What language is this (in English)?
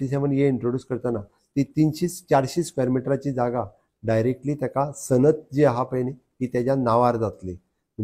Konkani